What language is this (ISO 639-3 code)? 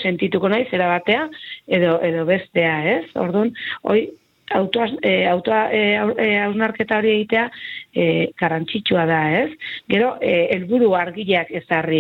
eus